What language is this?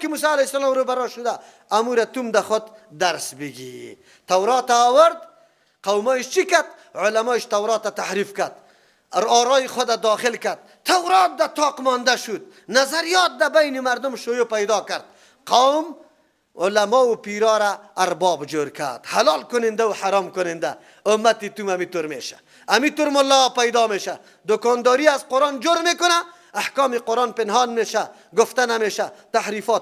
Persian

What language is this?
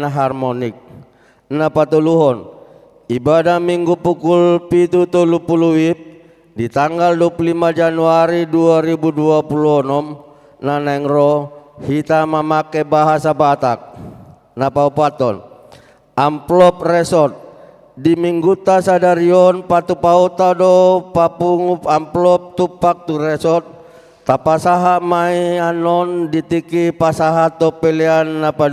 Batak Toba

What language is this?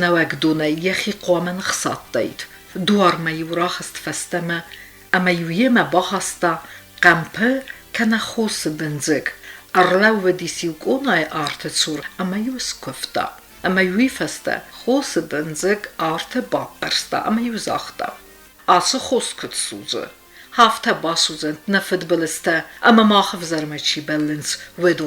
Ossetic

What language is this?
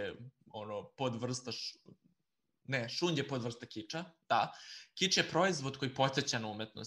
Serbian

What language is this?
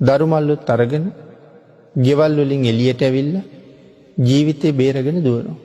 Sinhala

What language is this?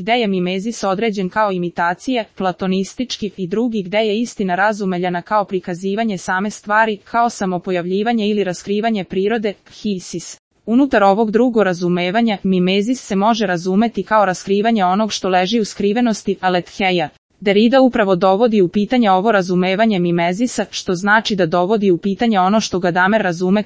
Serbian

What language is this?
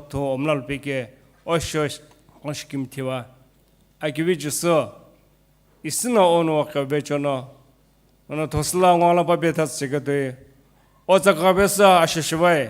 Sumi Naga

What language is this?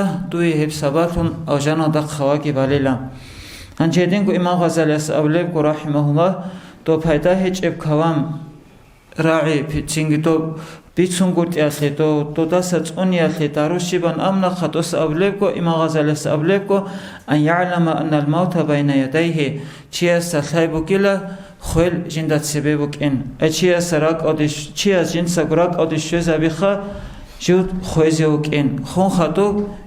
Avaric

